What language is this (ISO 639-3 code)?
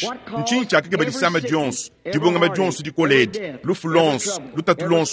lua